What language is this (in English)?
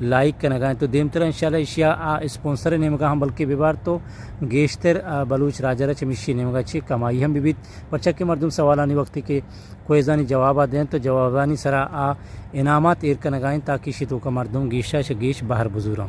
Eastern Balochi